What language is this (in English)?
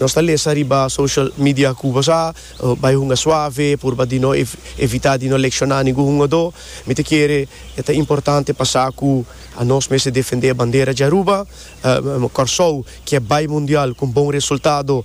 Papiamento